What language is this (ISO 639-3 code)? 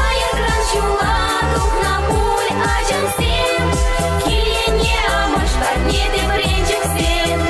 chv